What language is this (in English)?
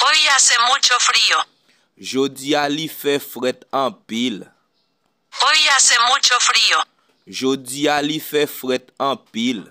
Haitian Creole